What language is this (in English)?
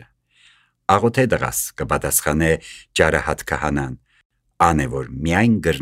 Armenian